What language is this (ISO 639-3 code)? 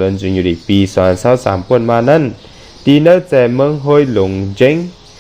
shn